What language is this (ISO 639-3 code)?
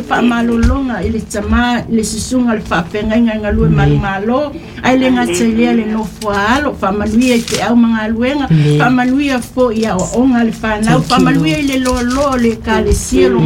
smo